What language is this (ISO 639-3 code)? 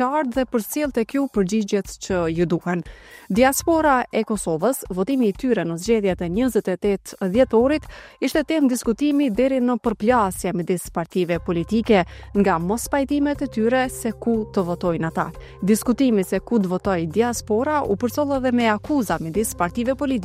sqi